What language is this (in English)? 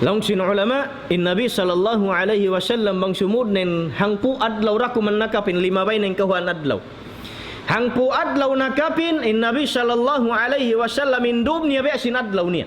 Tausug